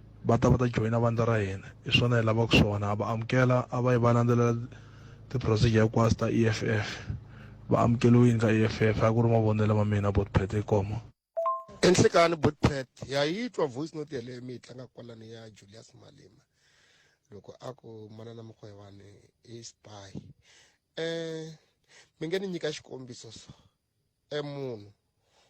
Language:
Tsonga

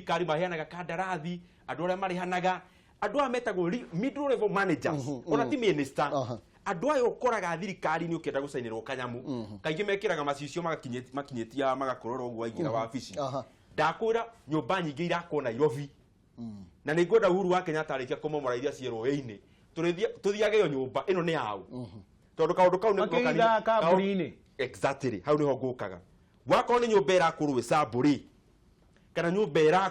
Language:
Kikuyu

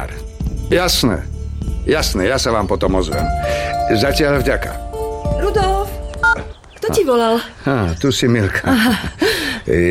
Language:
Slovak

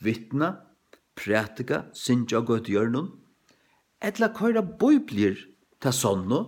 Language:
Faroese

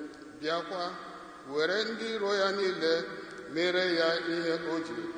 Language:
Igbo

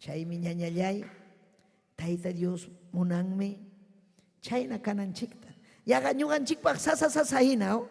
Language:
Ayacucho Quechua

